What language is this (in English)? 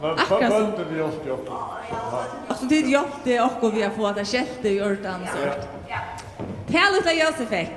Faroese